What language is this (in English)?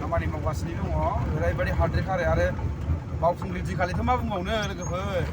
Bodo